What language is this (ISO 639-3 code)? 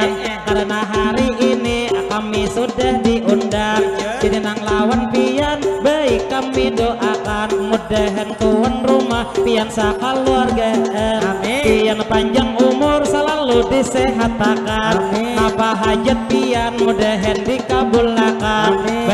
bjn